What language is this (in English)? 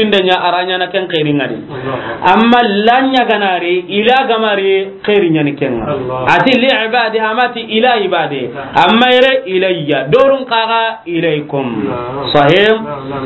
Soninke